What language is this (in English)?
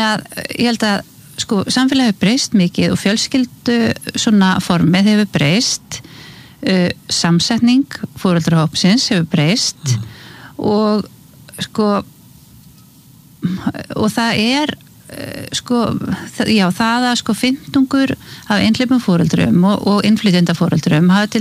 Icelandic